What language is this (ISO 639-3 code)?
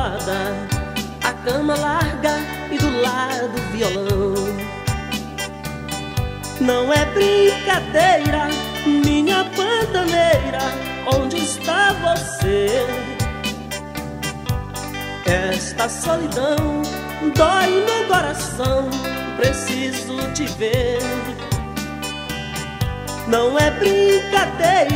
por